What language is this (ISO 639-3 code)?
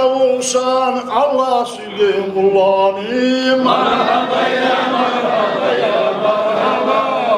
kum